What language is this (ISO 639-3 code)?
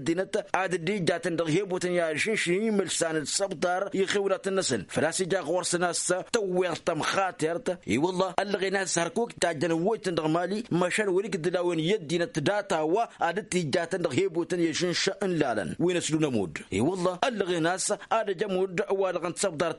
taq